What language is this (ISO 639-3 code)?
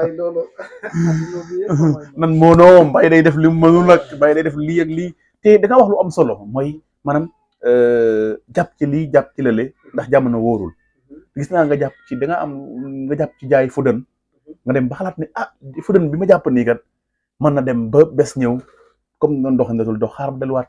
wol